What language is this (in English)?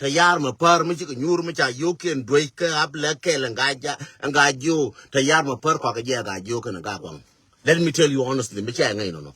Nuer